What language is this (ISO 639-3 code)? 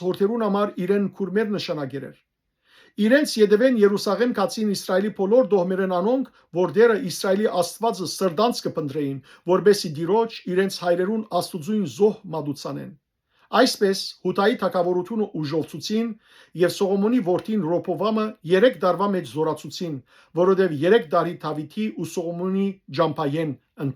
hyw